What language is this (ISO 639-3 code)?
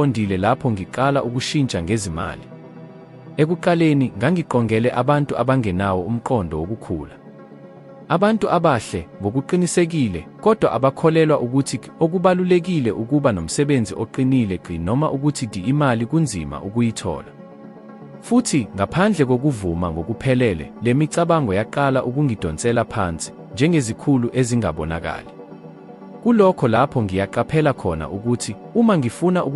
zul